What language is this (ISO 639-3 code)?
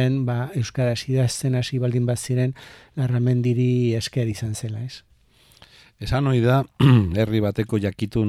eus